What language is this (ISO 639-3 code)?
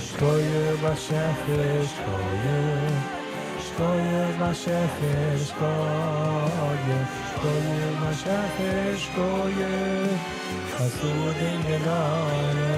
yid